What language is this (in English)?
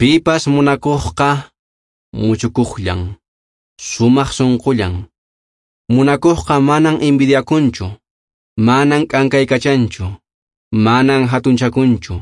Quechua